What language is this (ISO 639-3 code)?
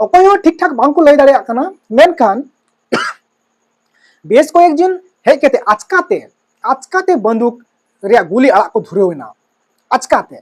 sat